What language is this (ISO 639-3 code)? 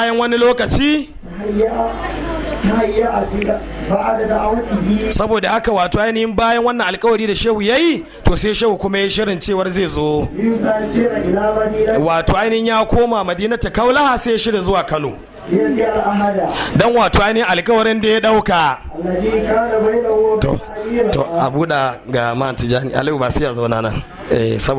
hau